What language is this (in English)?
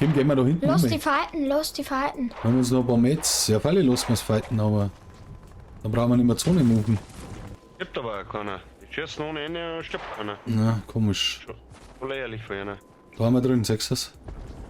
Bavarian